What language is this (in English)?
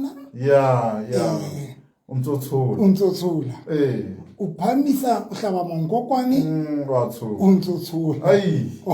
Southern Sotho